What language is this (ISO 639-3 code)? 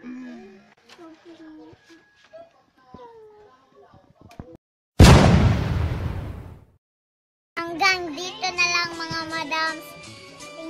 fil